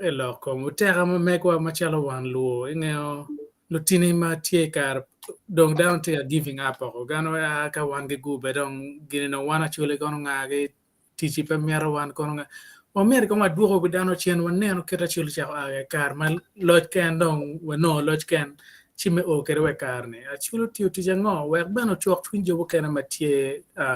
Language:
Acoli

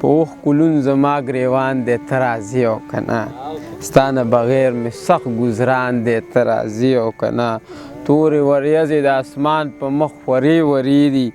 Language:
Pashto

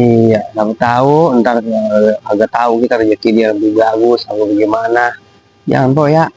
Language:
Betawi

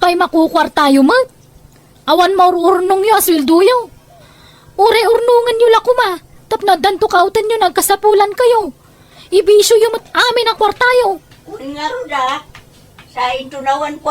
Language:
Iloko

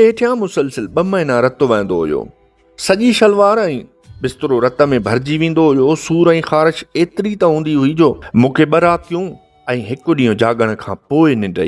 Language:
Sindhi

